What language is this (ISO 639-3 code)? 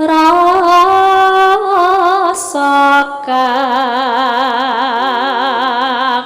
jav